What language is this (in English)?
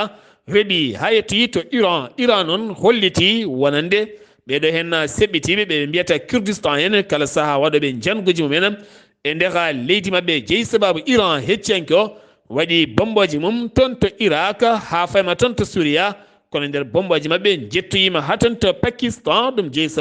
Fula